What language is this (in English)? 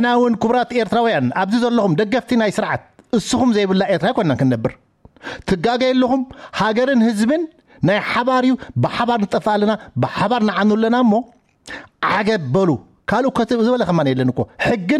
Tigrinya